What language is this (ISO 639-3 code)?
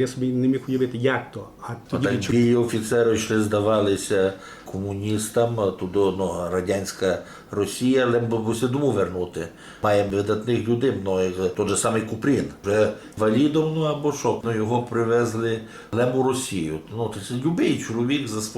rue